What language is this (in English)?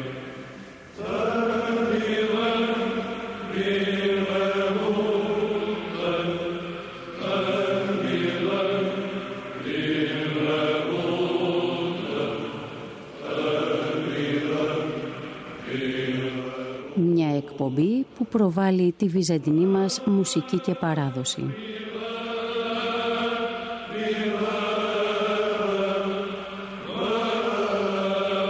Greek